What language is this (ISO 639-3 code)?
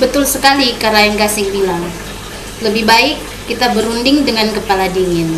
mfp